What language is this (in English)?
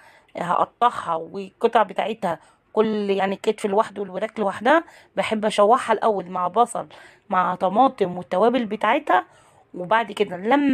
Egyptian Arabic